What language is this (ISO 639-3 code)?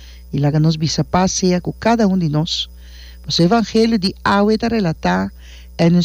pap